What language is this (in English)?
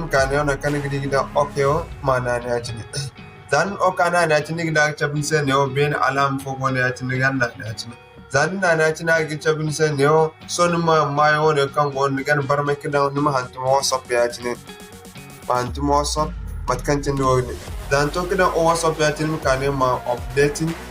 Zarma